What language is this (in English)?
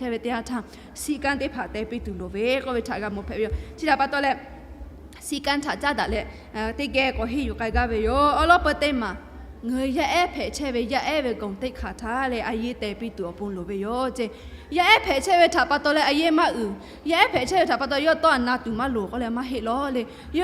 Lahu